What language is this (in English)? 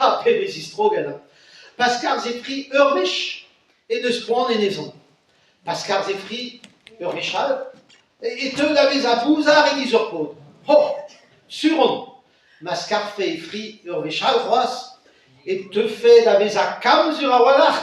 Breton